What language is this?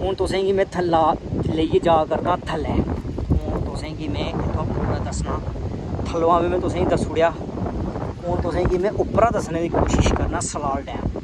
Dogri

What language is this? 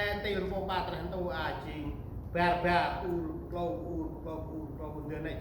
Central Mnong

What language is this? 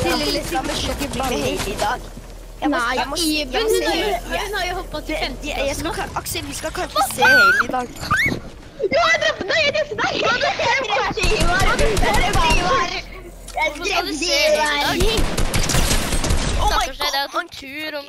Norwegian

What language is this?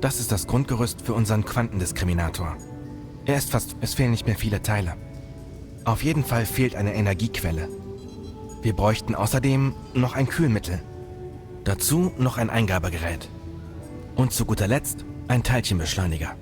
Bavarian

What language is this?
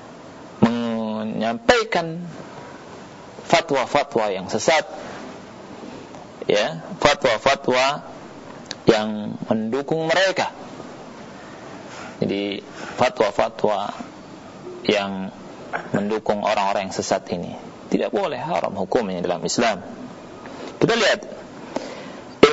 Indonesian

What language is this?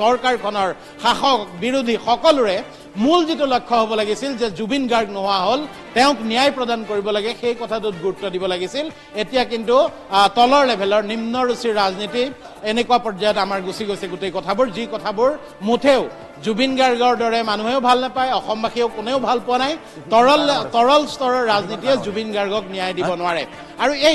Assamese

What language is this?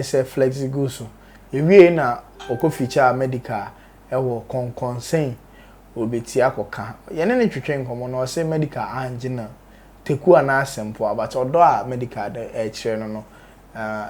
Akan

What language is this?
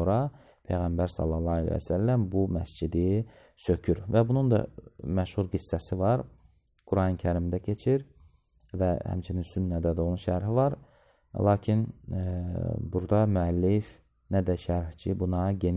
Azerbaijani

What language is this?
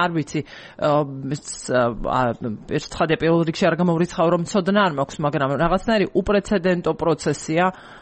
Georgian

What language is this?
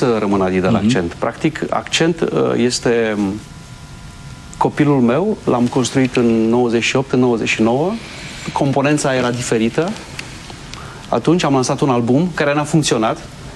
Romanian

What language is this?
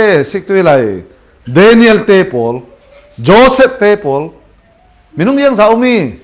Falam Chin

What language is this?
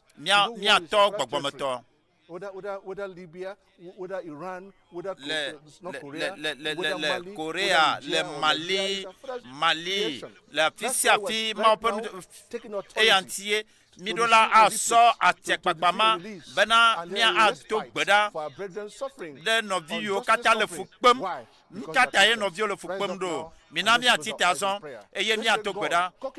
Ewe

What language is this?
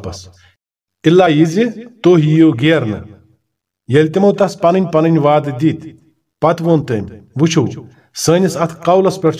Kashmiri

